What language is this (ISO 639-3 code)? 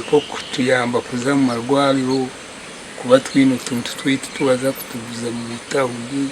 nyn